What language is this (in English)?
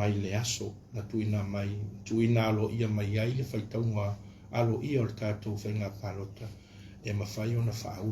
Samoan